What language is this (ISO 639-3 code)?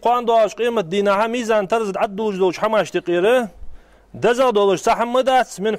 inh